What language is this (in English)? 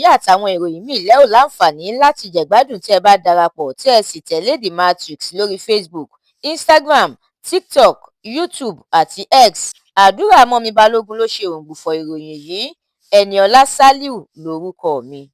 Yoruba